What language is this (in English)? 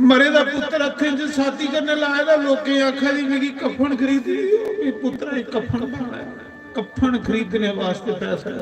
Dogri